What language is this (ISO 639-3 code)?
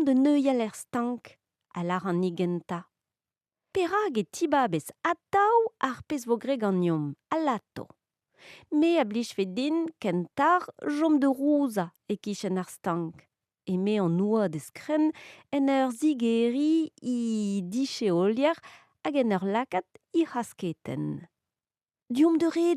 bre